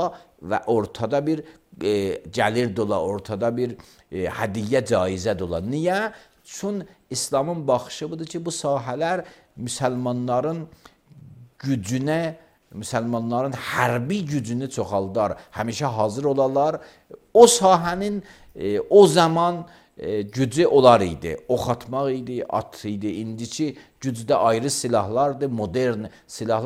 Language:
Azerbaijani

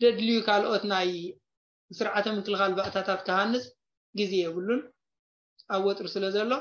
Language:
Tigrinya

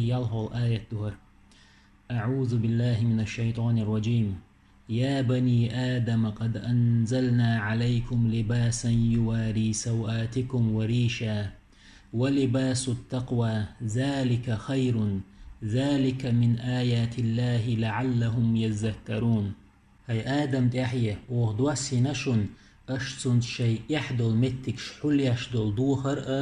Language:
Chechen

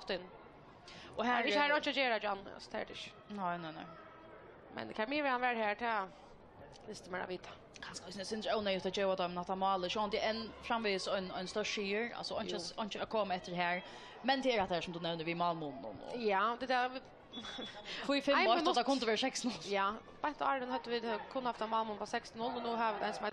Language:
Faroese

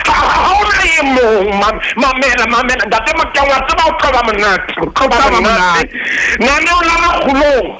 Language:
Southern Sotho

